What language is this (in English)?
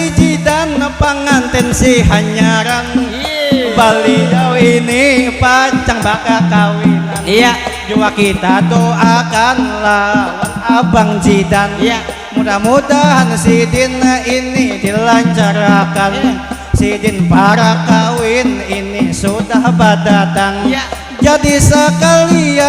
Banjar